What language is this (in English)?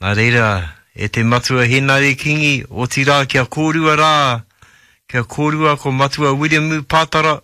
Māori